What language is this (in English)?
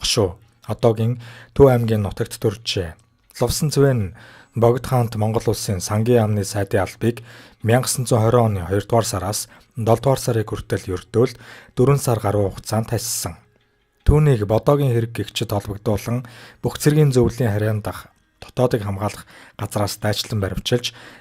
Mongolian